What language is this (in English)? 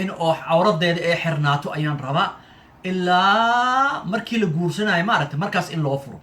Somali